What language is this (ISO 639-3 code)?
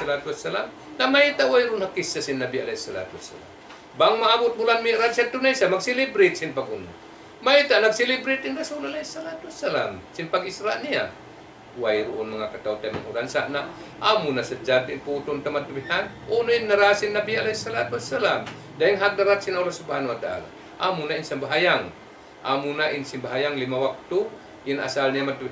tsg